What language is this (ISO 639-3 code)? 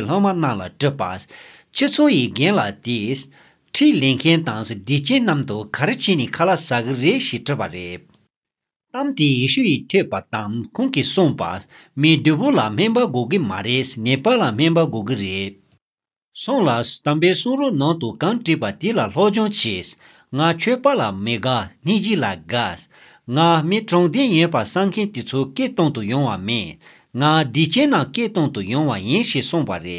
bod